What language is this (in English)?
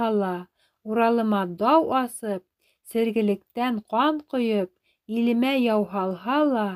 Bashkir